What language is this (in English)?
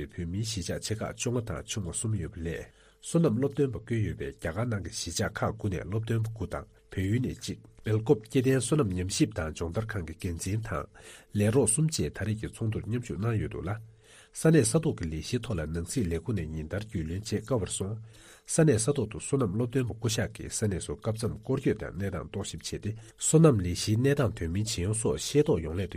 Tibetan